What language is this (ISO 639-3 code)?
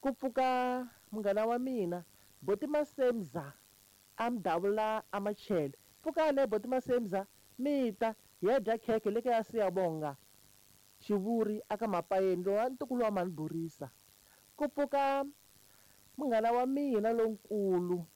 tso